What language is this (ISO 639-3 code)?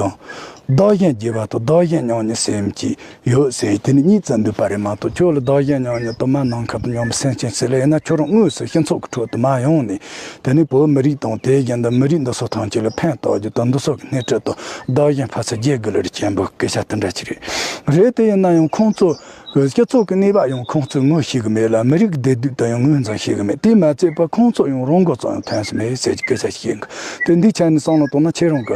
bod